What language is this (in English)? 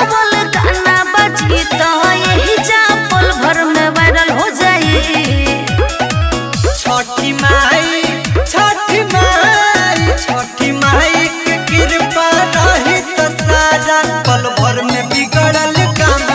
Bhojpuri